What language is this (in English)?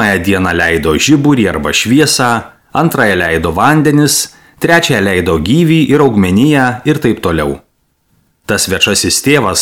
Lithuanian